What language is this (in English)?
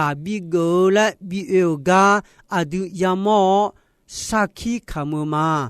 Akha